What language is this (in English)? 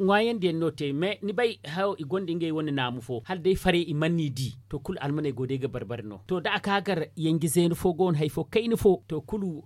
Zarma